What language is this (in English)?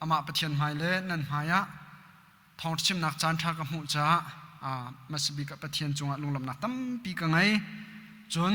Hakha Chin